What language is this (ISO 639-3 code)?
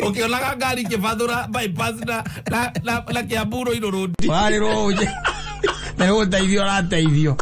kik